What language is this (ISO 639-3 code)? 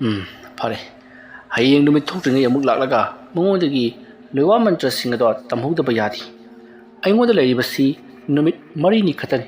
mni